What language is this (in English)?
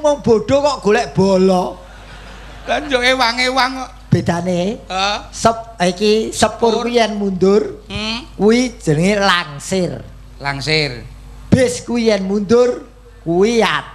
Javanese